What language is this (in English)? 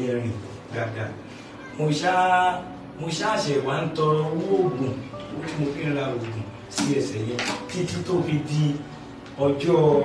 Yoruba